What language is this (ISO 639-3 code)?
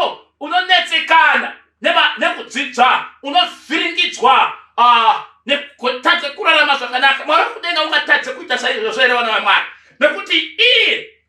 sna